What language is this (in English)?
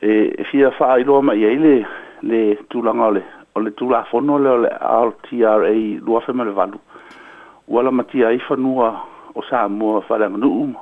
Samoan